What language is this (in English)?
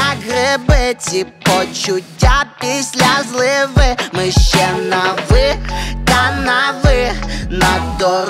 Ukrainian